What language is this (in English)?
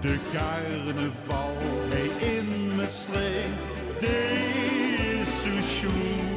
Limburgish